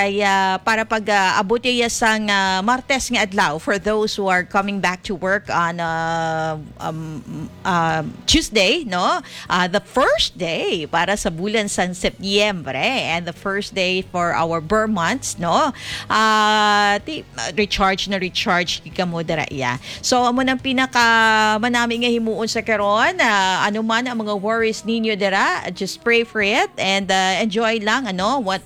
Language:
Hiligaynon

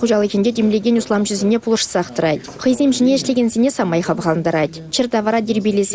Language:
Chuvash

